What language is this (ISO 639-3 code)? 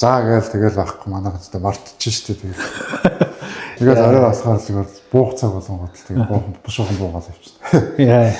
mon